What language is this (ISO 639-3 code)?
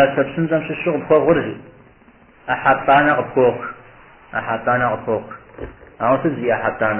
kbd